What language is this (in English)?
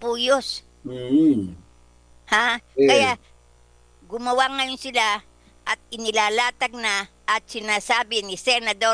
Filipino